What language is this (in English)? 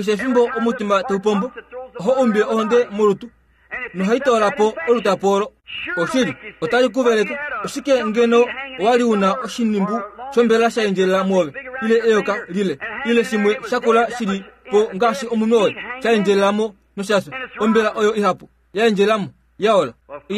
Kuanyama